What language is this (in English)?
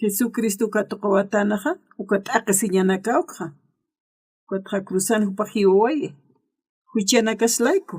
Aymara